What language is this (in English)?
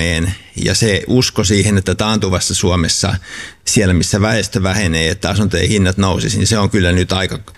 Finnish